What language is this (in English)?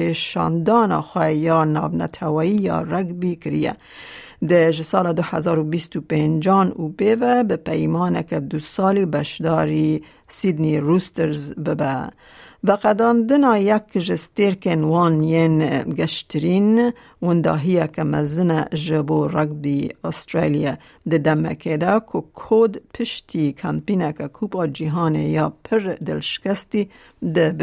Kurdish